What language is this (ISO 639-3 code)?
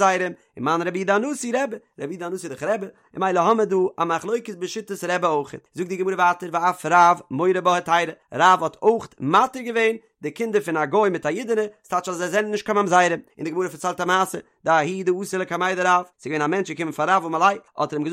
yid